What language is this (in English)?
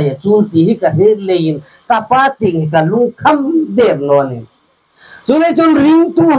Hmar